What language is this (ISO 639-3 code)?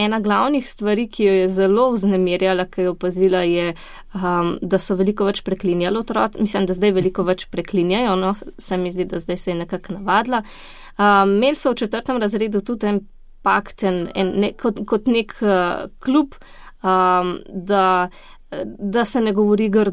slv